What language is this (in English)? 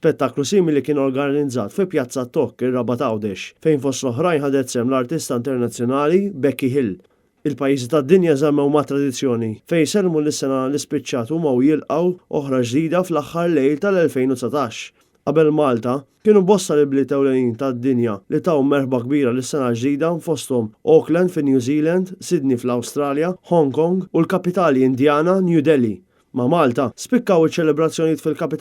Maltese